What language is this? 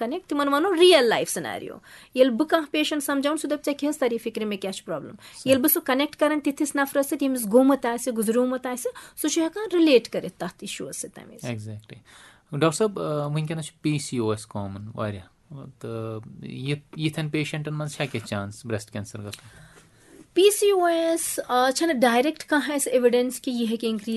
Kashmiri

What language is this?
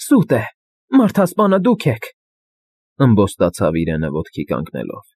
Armenian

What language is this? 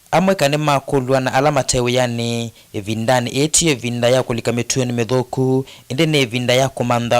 Kamba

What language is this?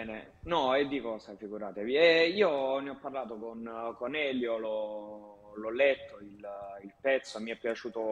Italian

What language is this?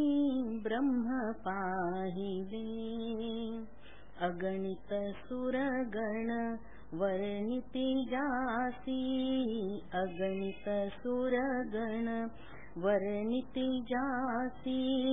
Marathi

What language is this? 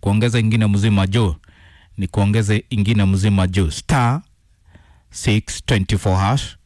Kikuyu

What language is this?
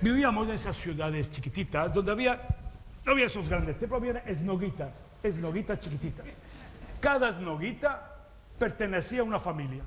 Ladino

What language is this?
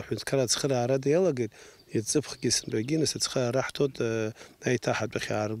Abkhazian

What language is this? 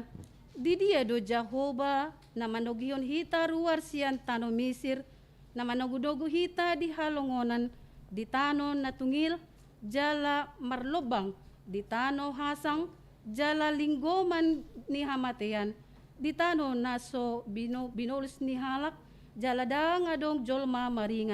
Batak Toba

